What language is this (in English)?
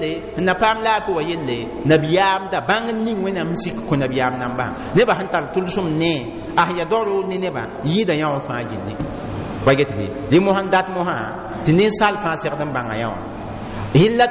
Mossi